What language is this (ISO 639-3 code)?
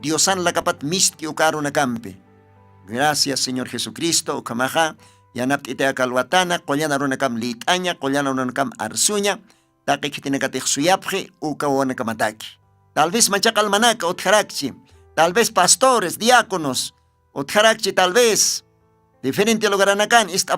aym